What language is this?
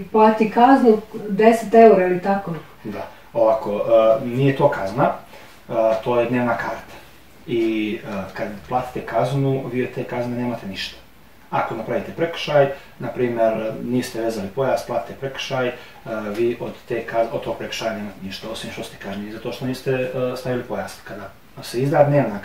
Croatian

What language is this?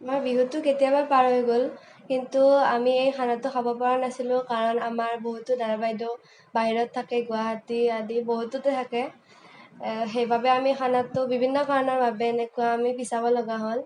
Assamese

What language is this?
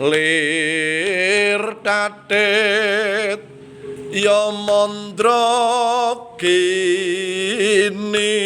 Javanese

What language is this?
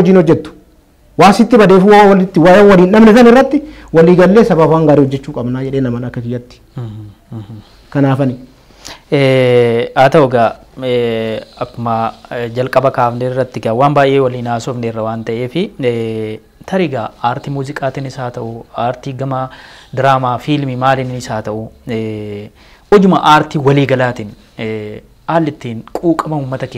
Oromo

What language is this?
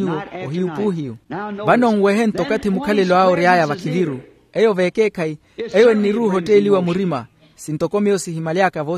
Makhuwa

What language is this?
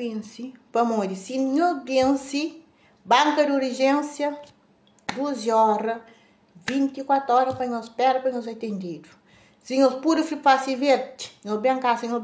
Kabuverdianu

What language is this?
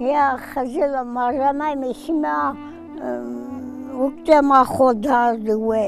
Zaza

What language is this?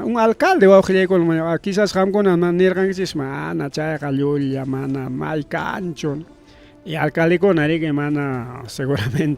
Ayacucho Quechua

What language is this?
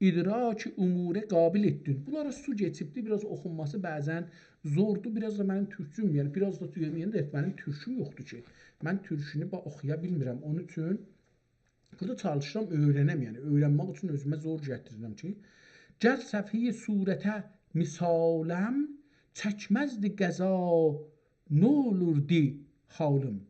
South Azerbaijani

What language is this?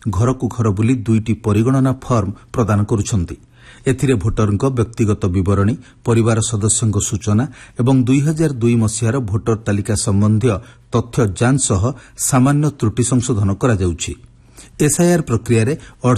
Odia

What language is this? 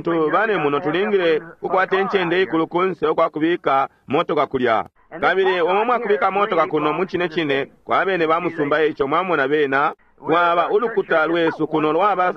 Bemba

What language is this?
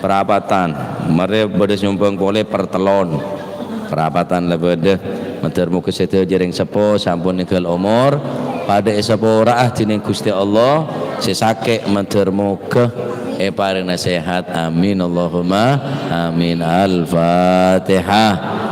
Madurese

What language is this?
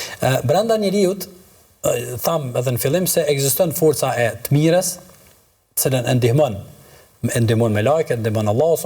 Albanian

